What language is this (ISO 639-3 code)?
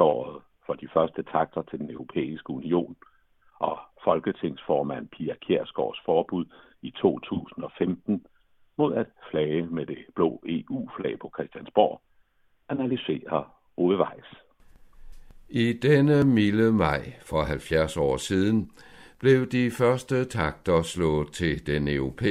dan